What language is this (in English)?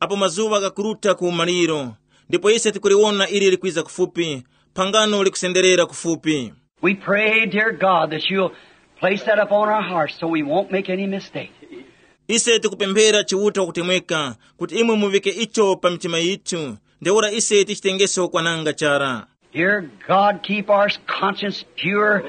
Tumbuka